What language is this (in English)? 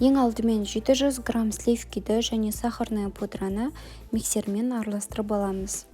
Kazakh